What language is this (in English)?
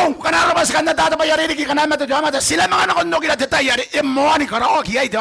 Gilbertese